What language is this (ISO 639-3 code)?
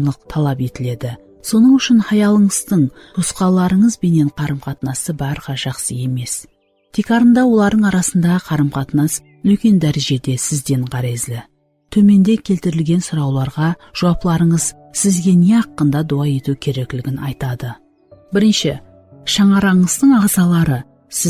kaa